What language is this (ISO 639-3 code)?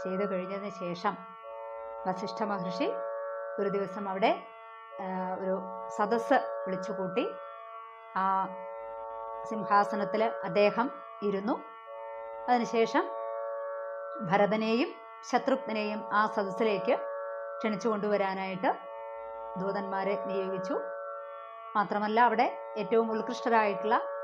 mal